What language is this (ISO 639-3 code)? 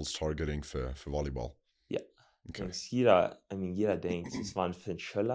pdt